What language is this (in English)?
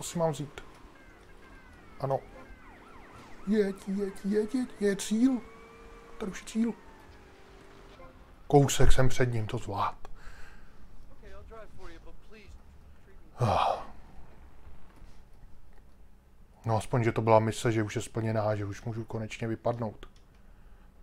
Czech